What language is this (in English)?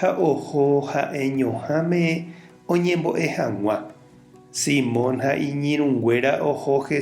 Guarani